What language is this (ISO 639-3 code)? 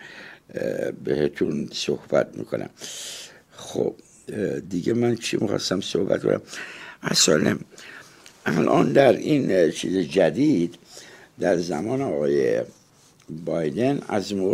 fas